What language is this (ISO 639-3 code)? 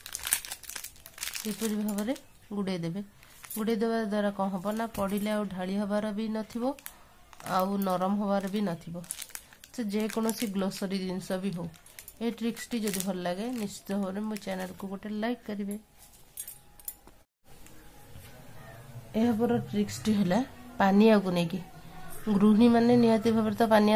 ori